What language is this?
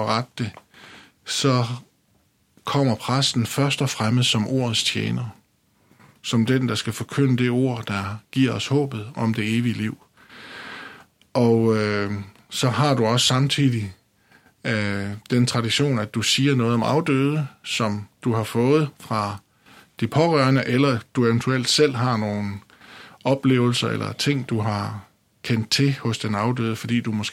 Danish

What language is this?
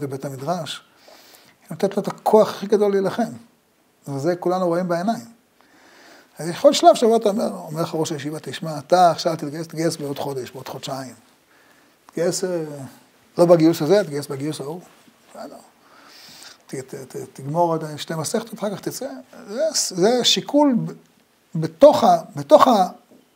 Hebrew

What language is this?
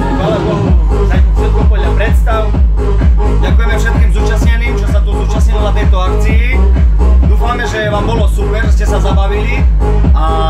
Slovak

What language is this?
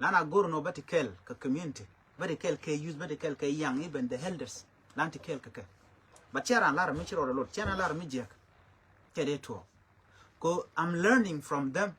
Nuer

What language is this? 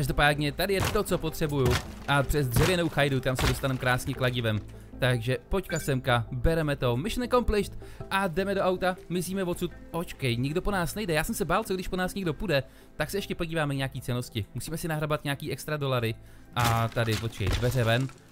Czech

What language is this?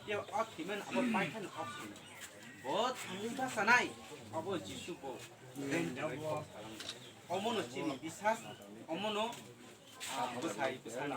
Kok Borok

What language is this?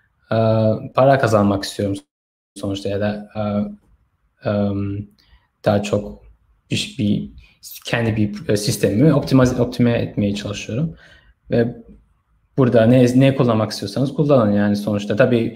Turkish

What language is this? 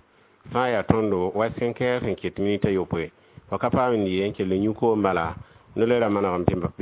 Mossi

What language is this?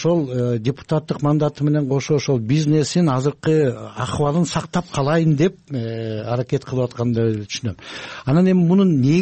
Kyrgyz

